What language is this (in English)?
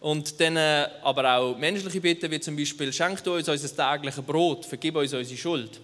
Swiss German